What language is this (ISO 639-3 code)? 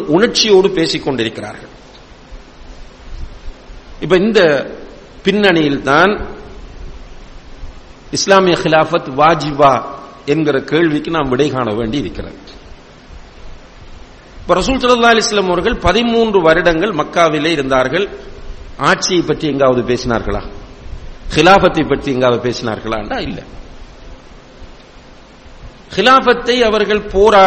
tam